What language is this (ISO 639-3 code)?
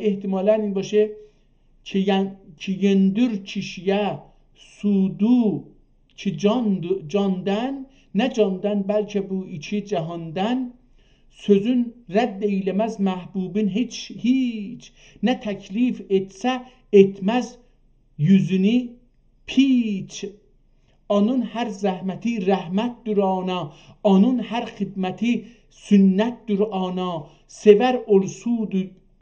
azb